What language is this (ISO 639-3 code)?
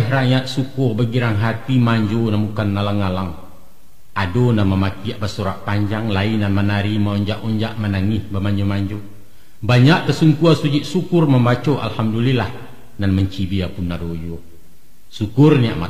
min